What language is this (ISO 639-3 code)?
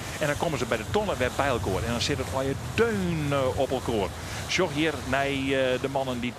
fry